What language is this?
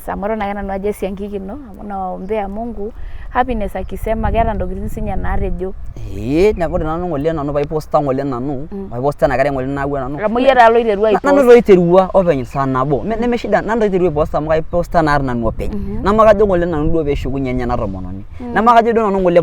Masai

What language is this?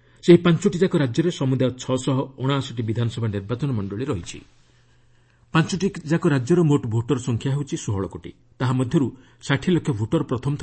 Odia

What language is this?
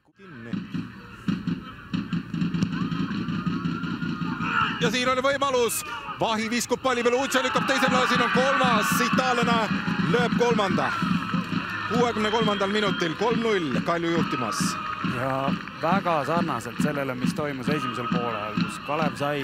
Estonian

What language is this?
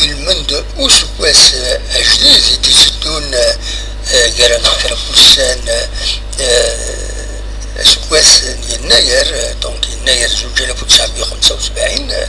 Kabyle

